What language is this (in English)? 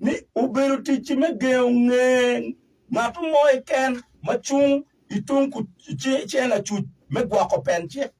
Acoli